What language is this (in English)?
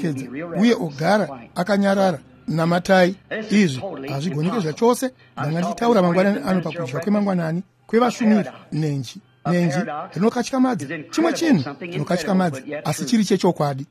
Shona